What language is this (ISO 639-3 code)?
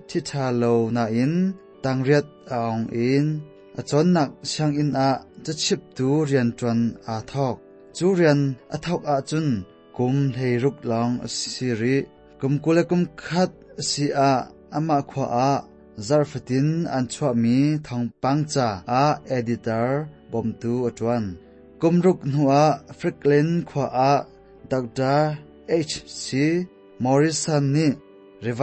cnh